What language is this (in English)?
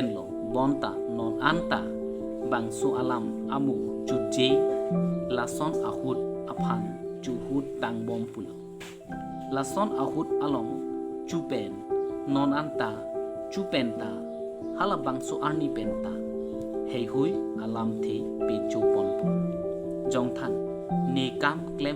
Karbi